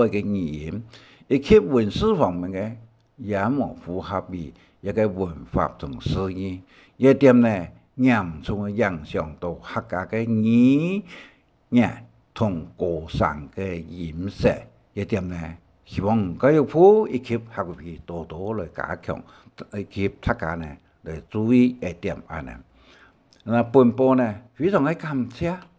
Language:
Hakka Chinese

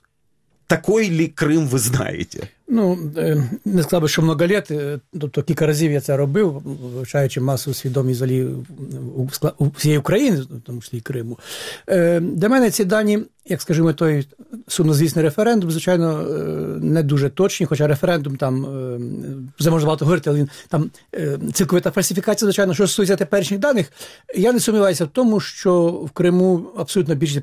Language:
Ukrainian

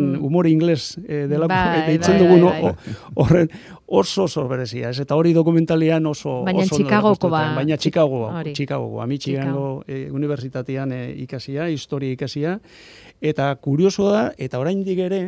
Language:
Basque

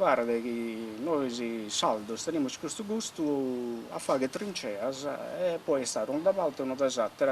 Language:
Sardinian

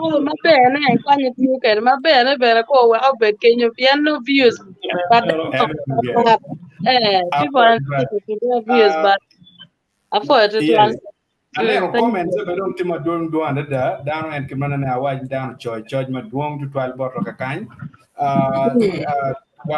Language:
Acoli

